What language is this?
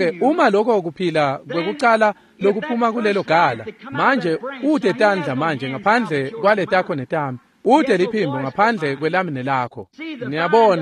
Swati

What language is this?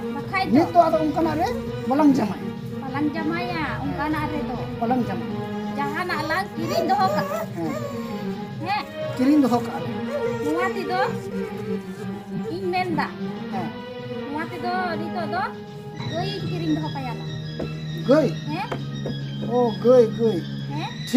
Santali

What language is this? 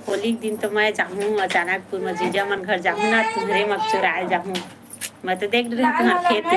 Chhattisgarhi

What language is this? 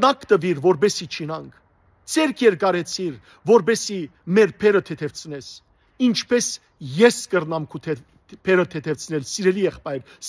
Western Armenian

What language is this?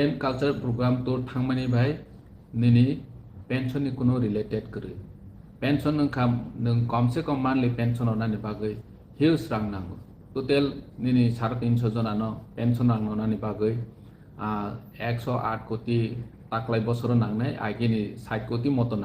Riang (India)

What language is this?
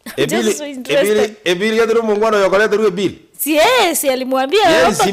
Gusii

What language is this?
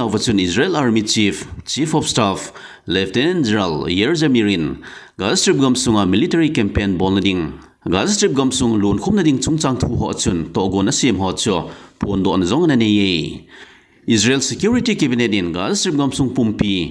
Thado Chin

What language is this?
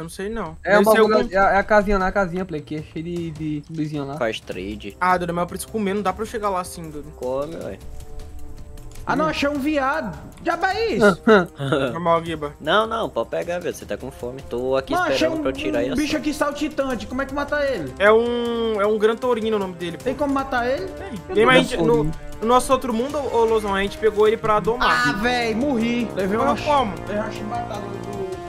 Portuguese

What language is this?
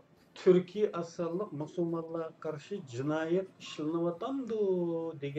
Uyghur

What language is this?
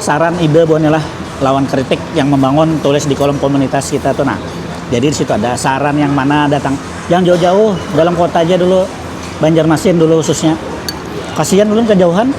Banjar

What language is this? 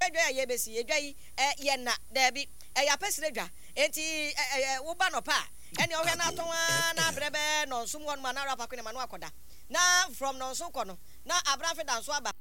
Akan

